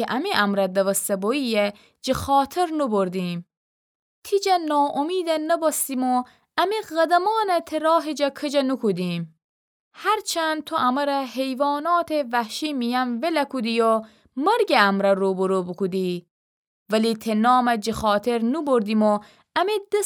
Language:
Gilaki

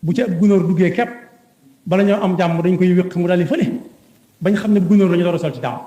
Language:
Wolof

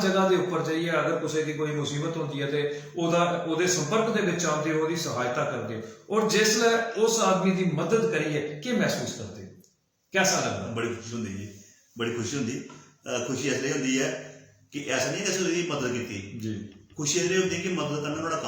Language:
Dogri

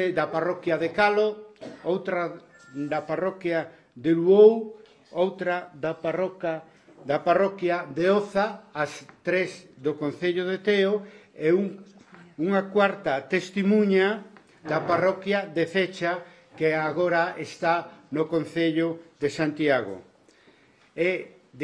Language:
Galician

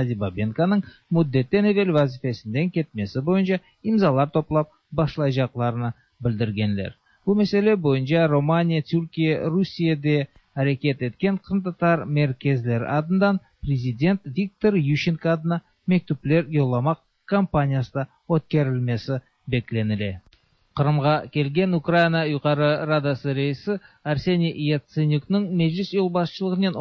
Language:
Tatar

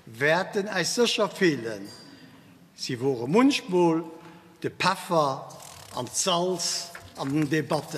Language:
Luxembourgish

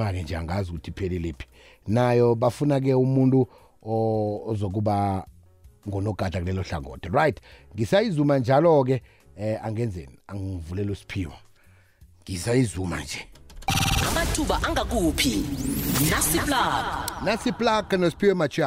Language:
South Ndebele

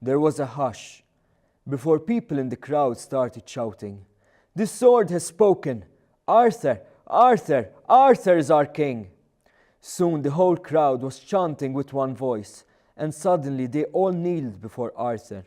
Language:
English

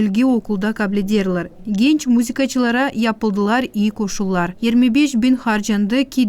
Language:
Gagauz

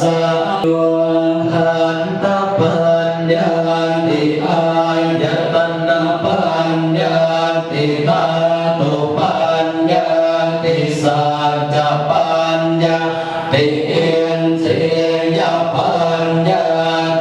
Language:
Pali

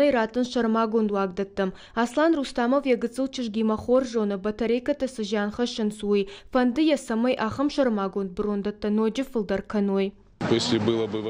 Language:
Ossetic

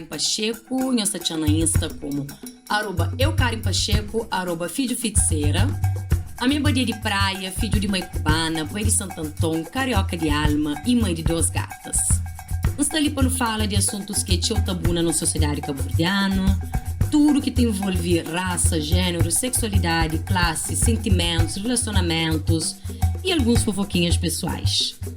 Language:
Kabuverdianu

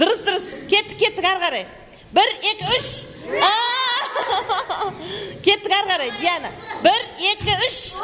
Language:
Kazakh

